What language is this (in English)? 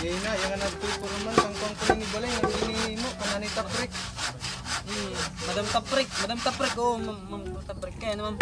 Waray